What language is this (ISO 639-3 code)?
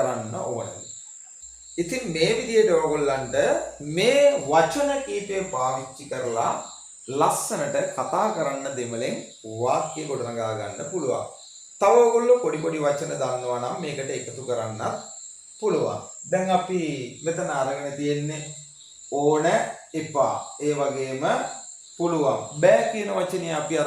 sin